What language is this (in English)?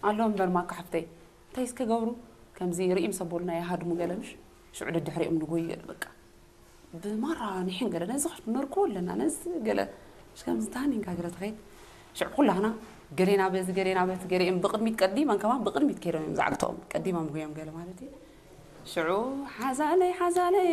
Tigrinya